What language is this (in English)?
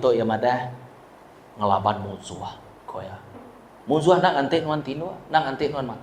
Iban